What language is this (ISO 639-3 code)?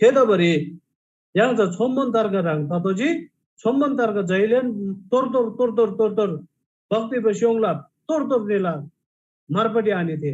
taj